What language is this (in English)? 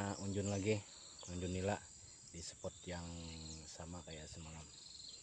Banjar